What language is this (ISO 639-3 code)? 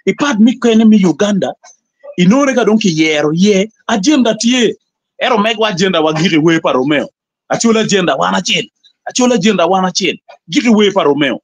ach